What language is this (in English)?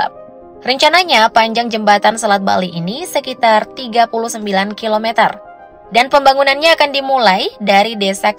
Indonesian